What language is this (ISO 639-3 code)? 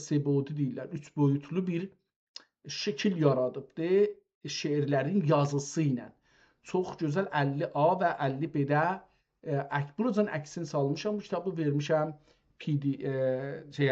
azb